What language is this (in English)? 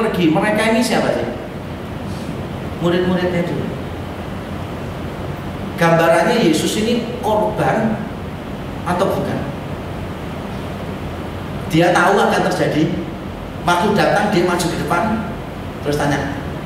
Indonesian